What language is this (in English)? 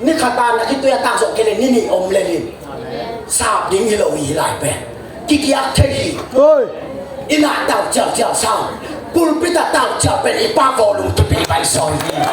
Tedim Chin